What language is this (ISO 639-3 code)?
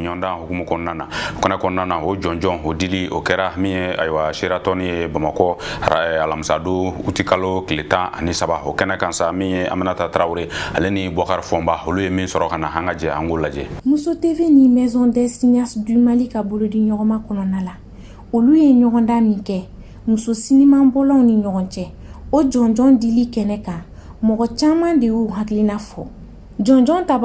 bam